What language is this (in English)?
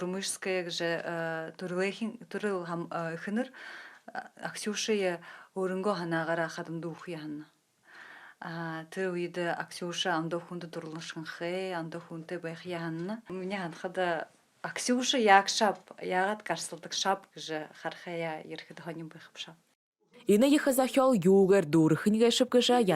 Buriat